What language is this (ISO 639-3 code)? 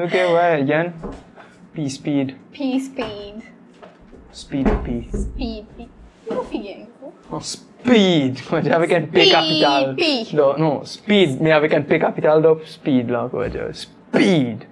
mfe